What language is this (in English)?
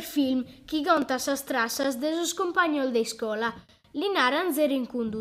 Sardinian